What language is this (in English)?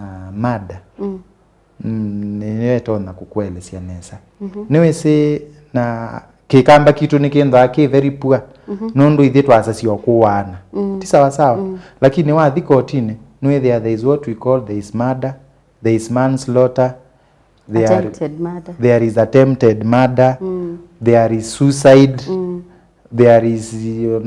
Kamba